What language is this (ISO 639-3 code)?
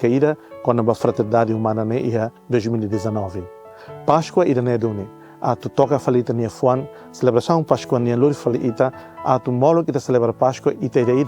tet